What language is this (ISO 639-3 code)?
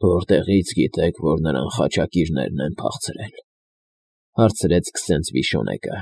hye